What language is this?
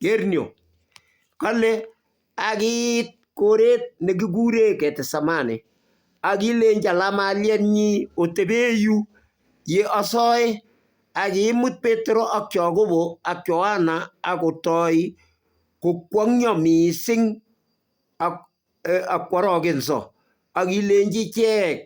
Kalenjin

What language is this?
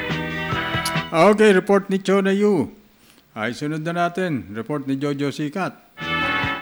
Filipino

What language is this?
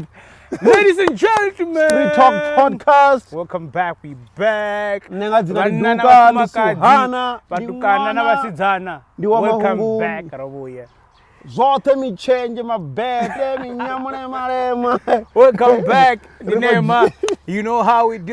Venda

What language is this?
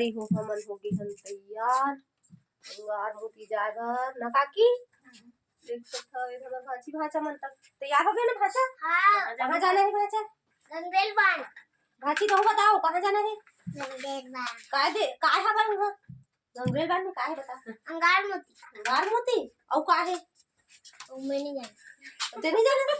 Chhattisgarhi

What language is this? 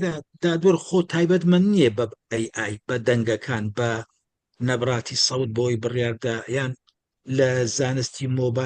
Central Kurdish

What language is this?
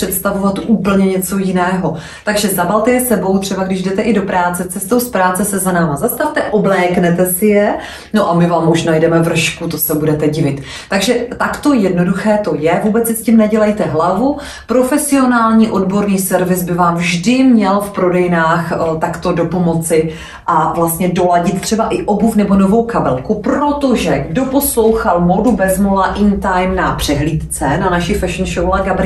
Czech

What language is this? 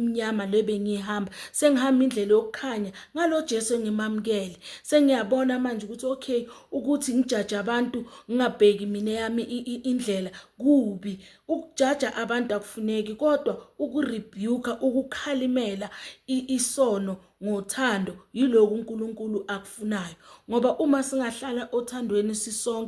Zulu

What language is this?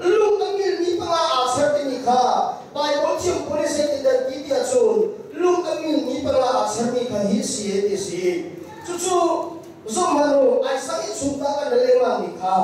Hakha Chin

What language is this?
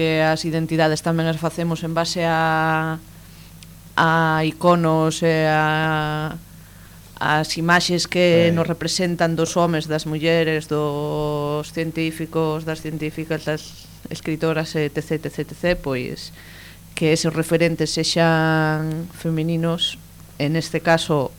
Galician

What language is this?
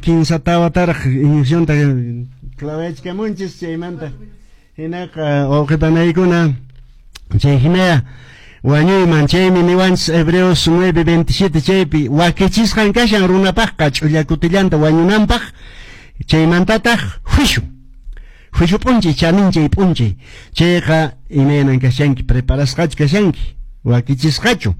Quechua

